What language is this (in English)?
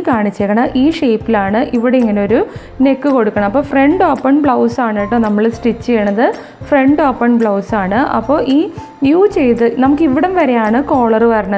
Malayalam